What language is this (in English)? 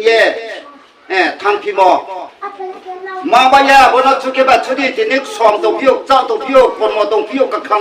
Riang (India)